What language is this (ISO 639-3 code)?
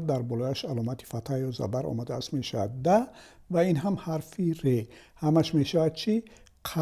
tgk